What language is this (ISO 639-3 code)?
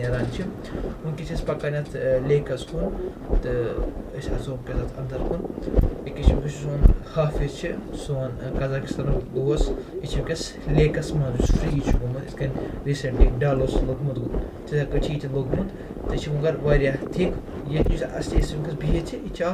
kas